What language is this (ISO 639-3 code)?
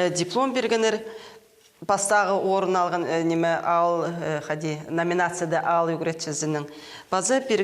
kjh